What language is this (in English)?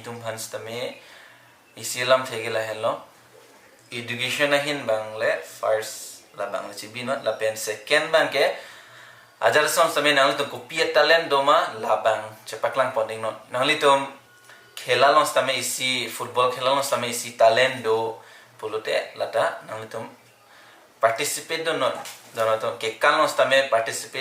Karbi